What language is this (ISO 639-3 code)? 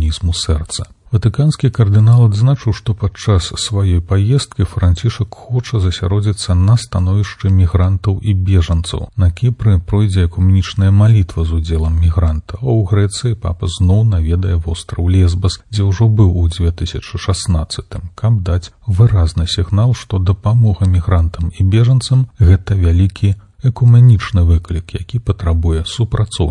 bel